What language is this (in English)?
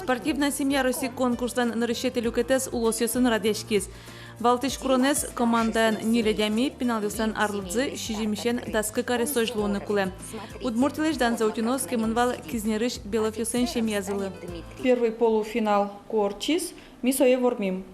Udmurt